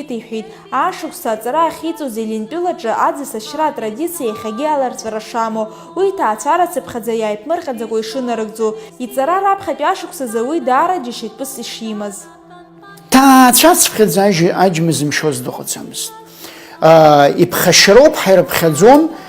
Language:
Abkhazian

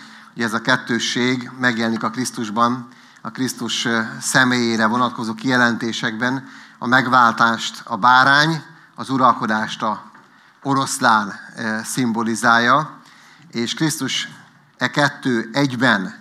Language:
Hungarian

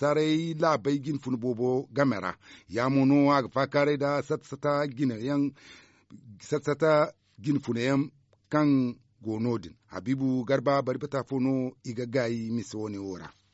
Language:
Zarma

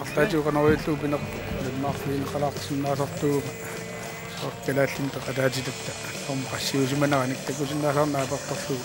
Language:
Kalaallisut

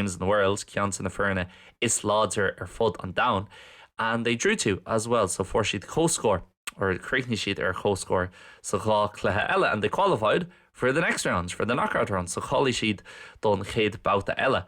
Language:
Irish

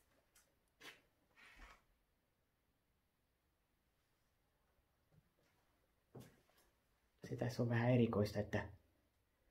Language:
Finnish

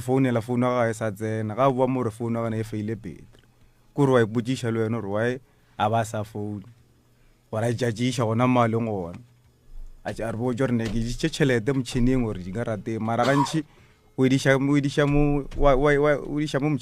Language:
Northern Sotho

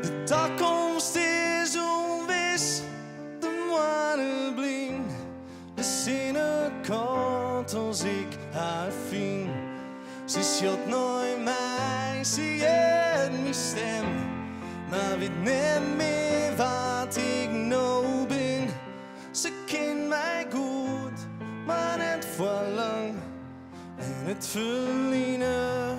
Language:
Western Frisian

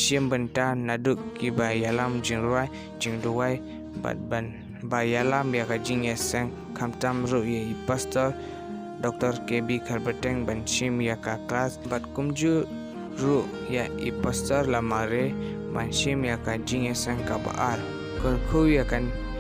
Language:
Khasi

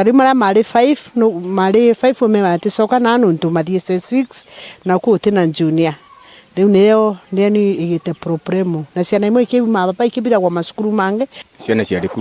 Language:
Meru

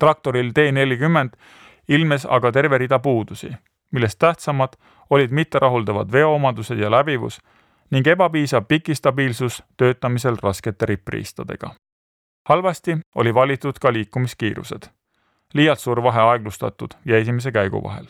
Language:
Estonian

